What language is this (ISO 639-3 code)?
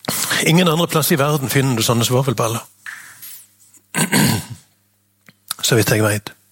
nor